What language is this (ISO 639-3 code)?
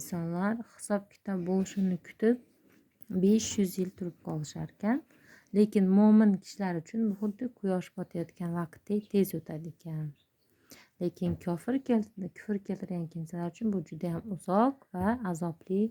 uzb